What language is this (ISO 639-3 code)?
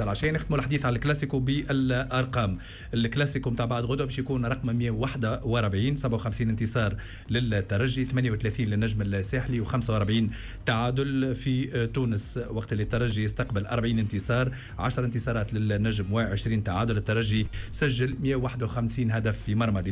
aeb